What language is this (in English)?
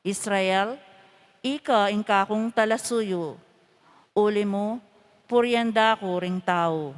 Pampanga